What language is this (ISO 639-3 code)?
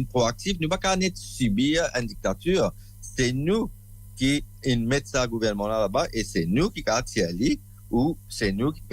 mfe